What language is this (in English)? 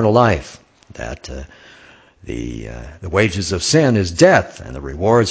English